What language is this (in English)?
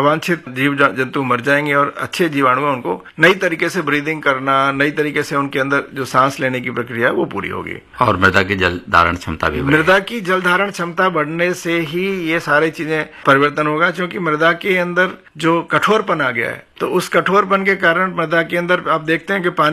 Hindi